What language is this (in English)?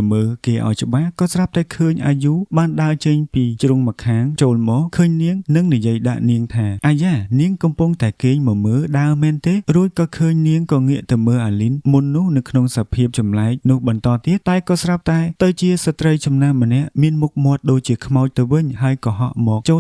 Khmer